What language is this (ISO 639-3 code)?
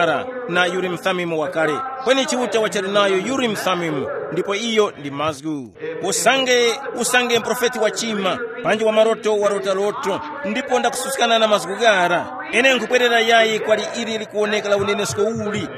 tum